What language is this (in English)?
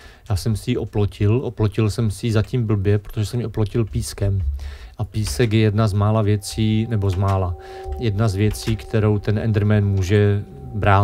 Czech